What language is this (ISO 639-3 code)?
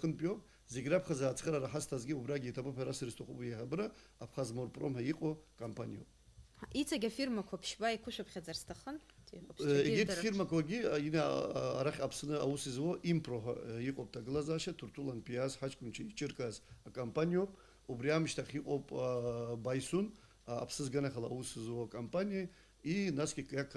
abk